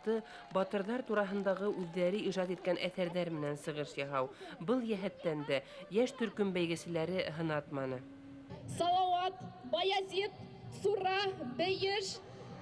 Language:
Bashkir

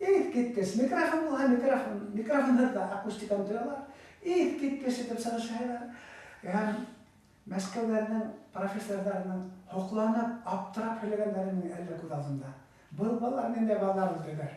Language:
Bashkir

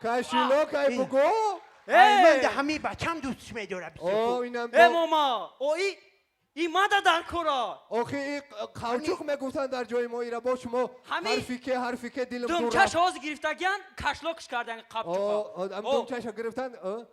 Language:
Tajik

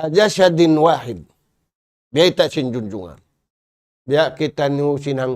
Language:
Tausug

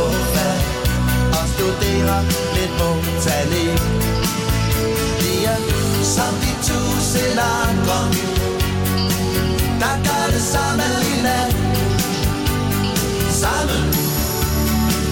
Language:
Danish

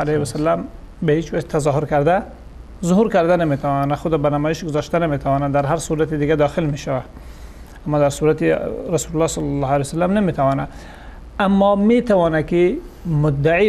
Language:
Persian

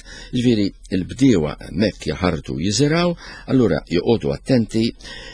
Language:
Maltese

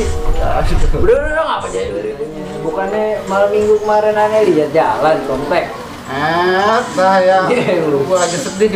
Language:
Betawi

